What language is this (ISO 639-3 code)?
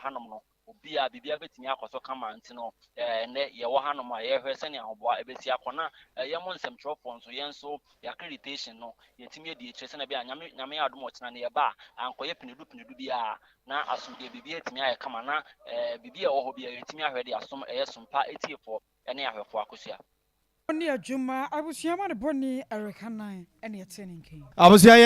aka